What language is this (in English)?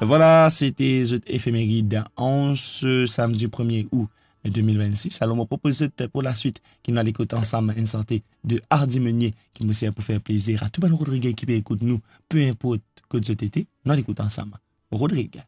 Morisyen